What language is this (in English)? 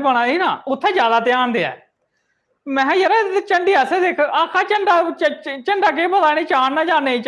Dogri